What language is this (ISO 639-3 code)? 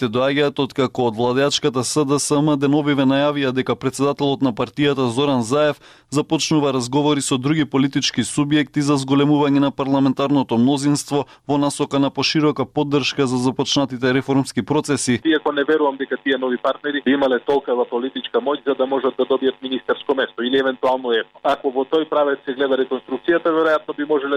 mkd